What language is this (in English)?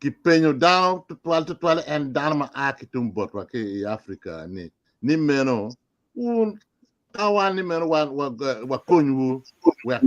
Acoli